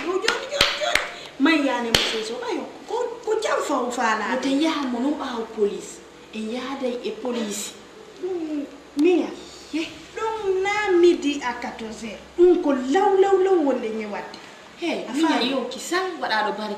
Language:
Fula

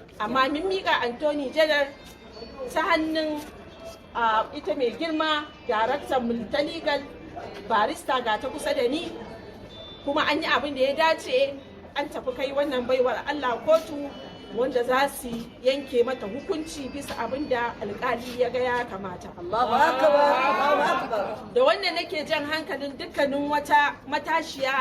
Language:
Hausa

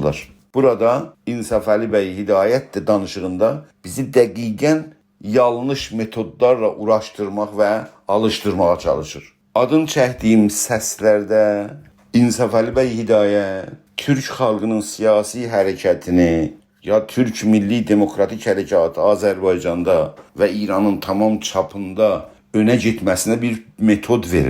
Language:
South Azerbaijani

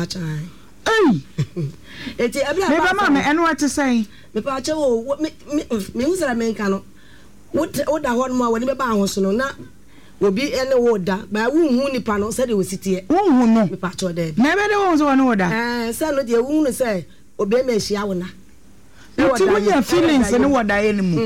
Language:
Akan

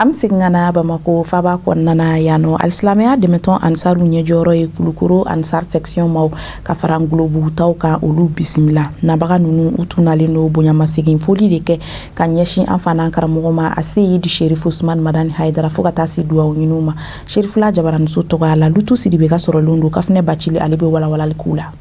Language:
Bambara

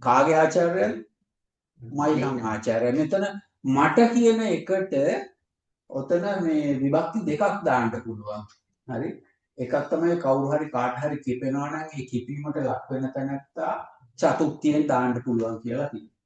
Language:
Sinhala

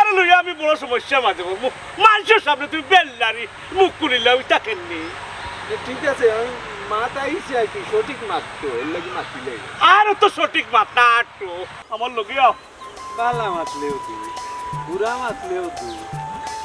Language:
Sylheti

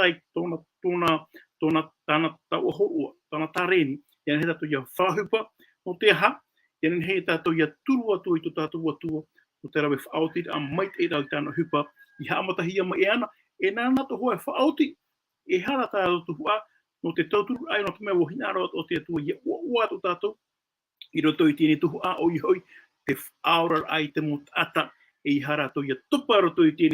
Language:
Tahitian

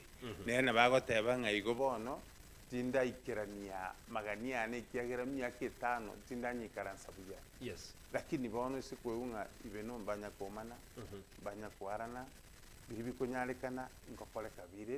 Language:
Gusii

